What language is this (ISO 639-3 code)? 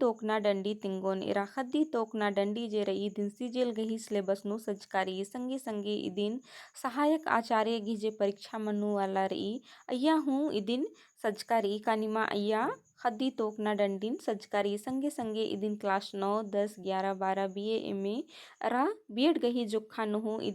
kru